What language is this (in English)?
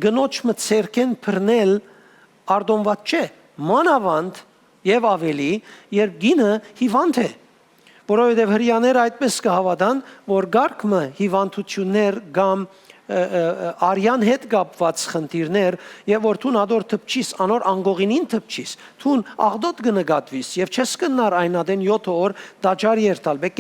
Western Armenian